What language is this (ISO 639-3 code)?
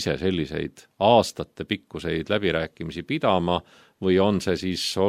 est